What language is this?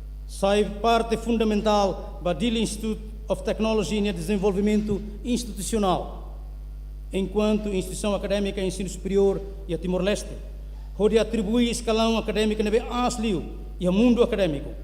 Tetum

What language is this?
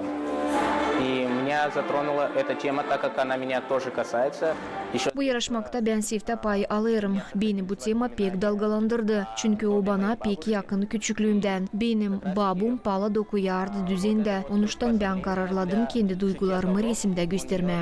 Gagauz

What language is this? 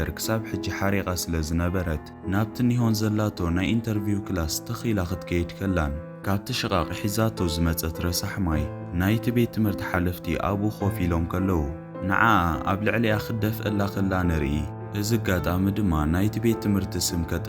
Tigrinya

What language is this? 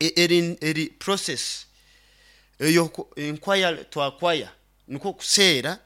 Nyoro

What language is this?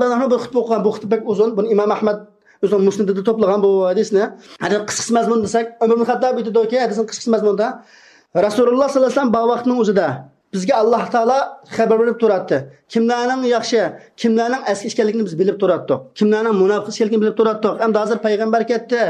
Uyghur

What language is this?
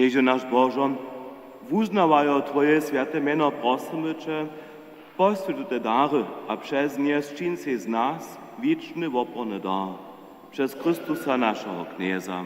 Upper Sorbian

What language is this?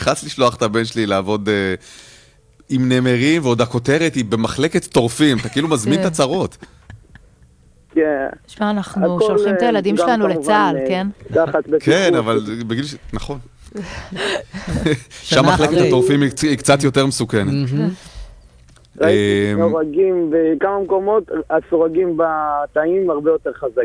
Hebrew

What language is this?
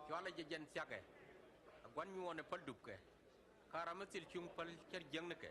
Nuer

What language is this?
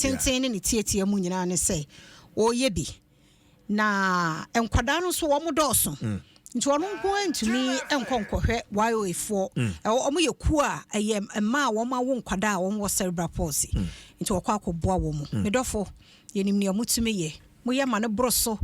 Akan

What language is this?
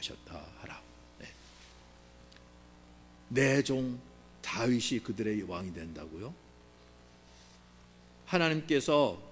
Korean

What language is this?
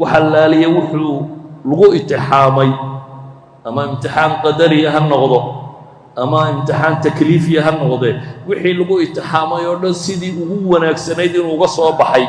Somali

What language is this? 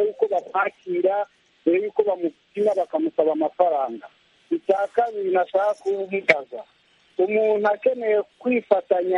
Kinyarwanda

